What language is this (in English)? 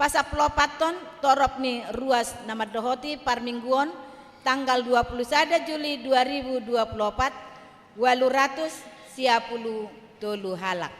Batak Toba